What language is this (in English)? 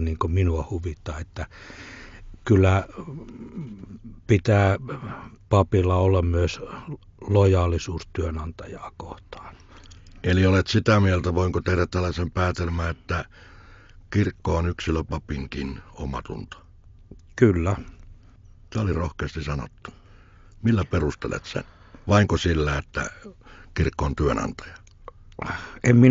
Finnish